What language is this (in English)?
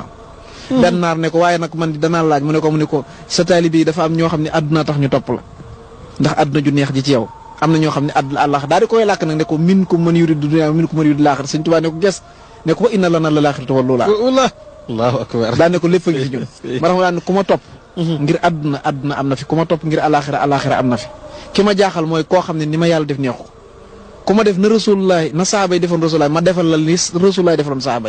Wolof